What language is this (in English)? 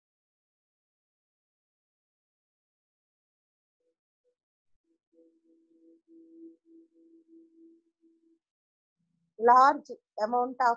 Telugu